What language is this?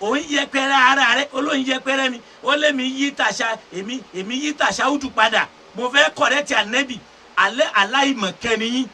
Yoruba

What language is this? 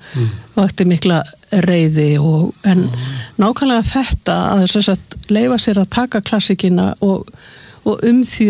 Icelandic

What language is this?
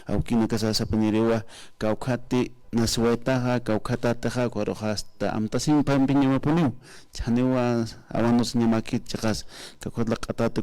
Aymara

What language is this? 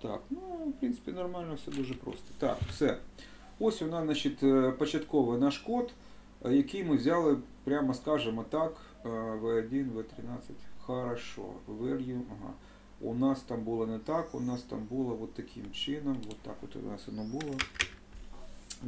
Ukrainian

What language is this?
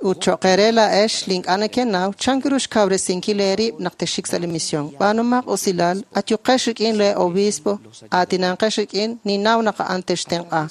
Kekchí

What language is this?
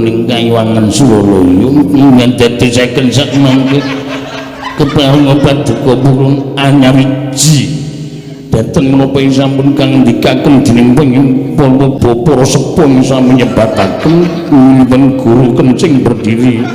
Javanese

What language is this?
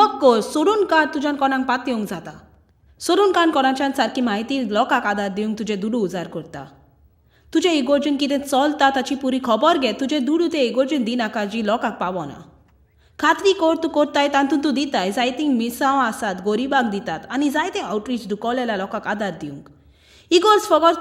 Konkani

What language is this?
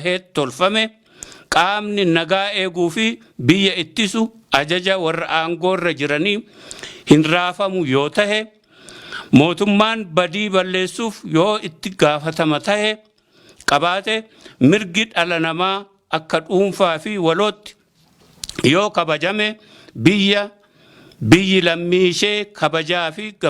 Oromo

